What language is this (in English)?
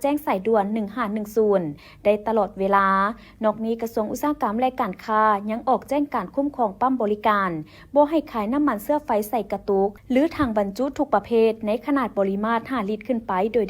Lao